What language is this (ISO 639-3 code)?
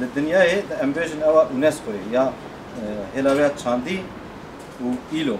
kur